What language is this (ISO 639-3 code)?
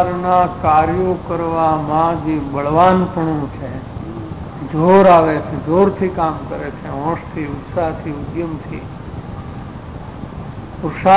guj